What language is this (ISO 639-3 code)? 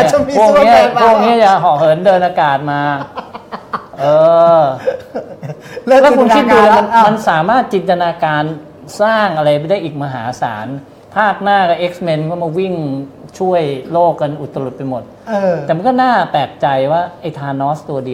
tha